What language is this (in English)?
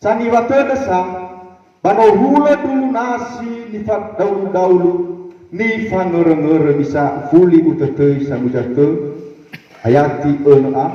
Nias